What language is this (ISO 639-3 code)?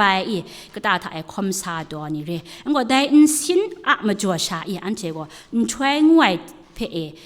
kac